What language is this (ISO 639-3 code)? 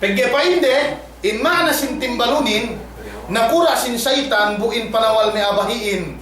yka